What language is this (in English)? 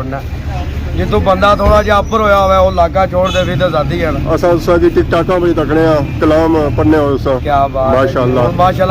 Pahari-Potwari